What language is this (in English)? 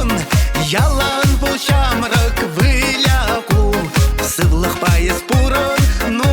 Chuvash